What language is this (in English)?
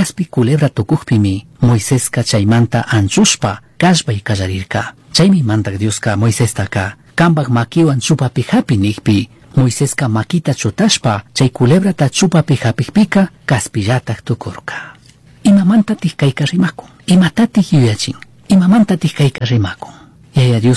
Chimborazo Highland Quichua